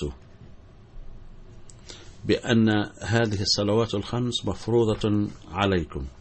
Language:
Arabic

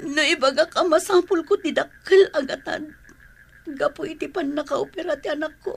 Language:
Iloko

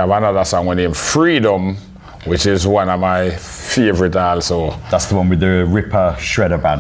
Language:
Jamaican Creole English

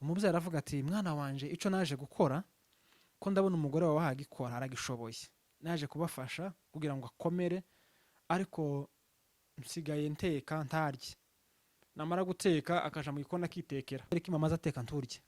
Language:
Rundi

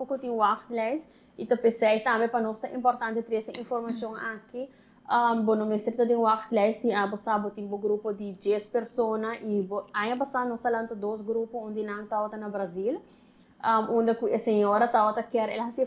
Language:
Papiamento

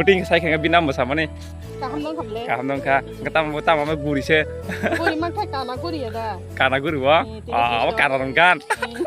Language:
Kok Borok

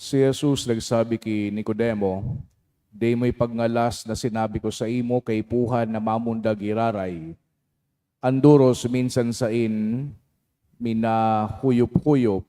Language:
Bikol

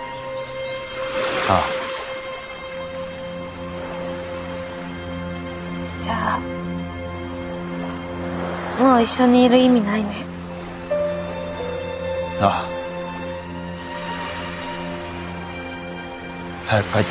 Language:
Japanese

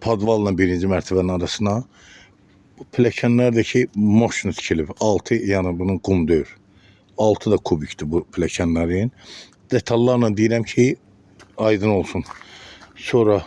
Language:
Azerbaijani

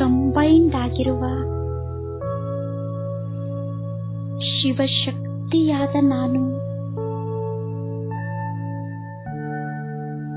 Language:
Kannada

